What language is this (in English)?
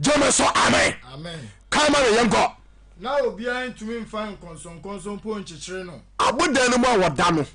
Akan